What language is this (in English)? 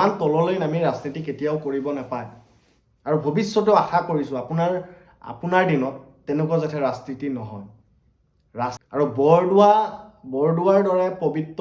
Assamese